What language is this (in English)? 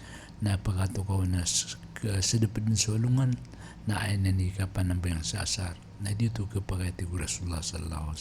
Maranao